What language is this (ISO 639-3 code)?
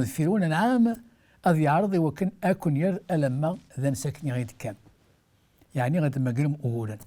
kab